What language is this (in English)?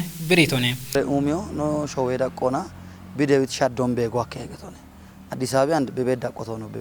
Kafa